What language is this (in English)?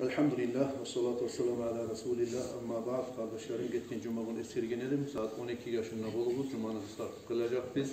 Kumyk